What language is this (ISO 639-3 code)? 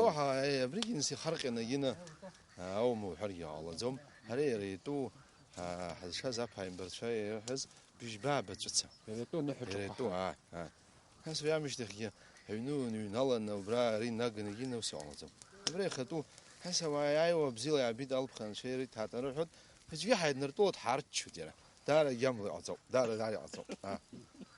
abk